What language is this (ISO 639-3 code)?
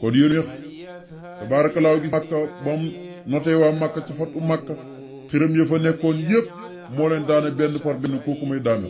wol